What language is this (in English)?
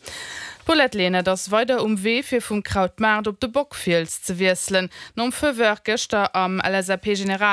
Luxembourgish